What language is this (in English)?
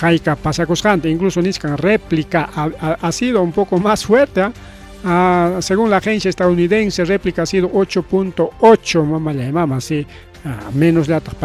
Ayacucho Quechua